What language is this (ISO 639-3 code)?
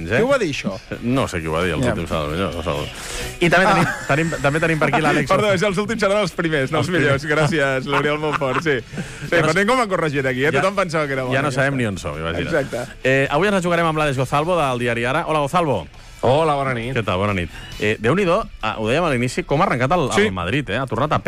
cat